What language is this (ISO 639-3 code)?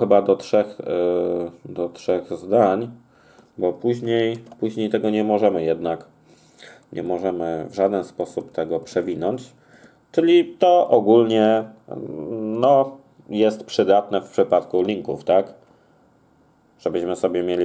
pol